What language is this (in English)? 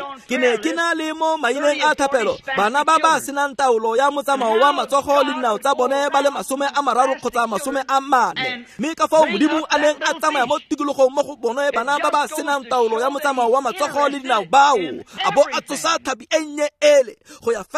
Tswana